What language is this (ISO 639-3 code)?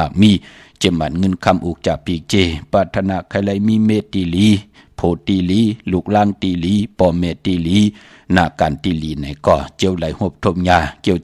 shn